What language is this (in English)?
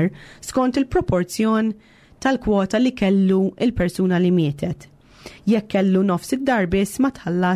Maltese